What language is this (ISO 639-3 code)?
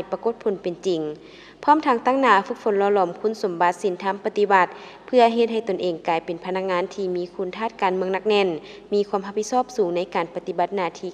lao